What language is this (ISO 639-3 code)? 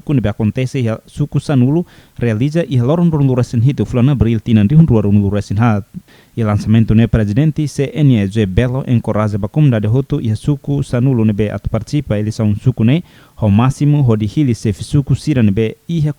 tet